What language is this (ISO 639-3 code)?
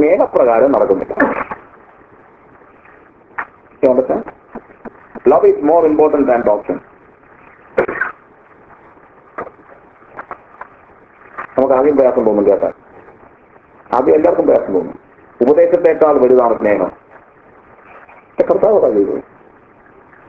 mal